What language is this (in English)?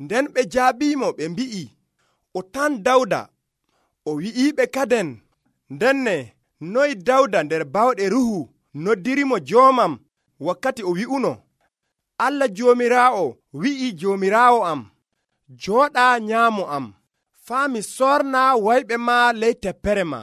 Nigerian Fulfulde